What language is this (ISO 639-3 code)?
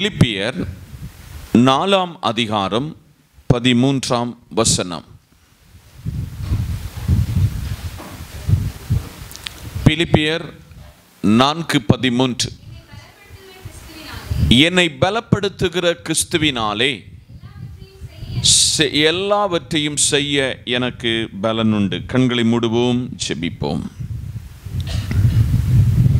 tam